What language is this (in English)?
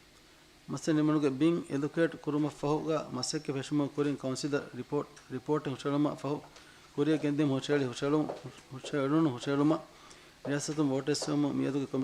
Divehi